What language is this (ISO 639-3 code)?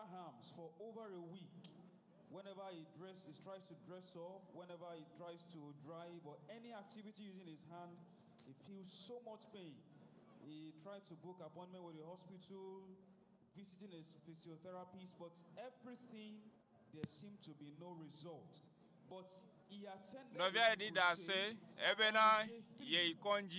ewe